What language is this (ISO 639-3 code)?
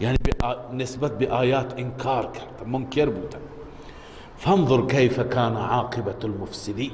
fas